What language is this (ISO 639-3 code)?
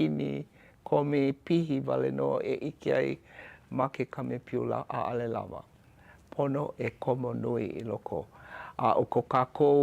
haw